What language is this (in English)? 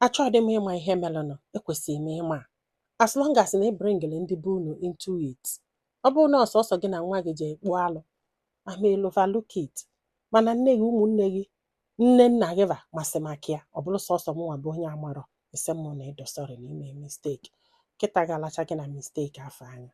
Igbo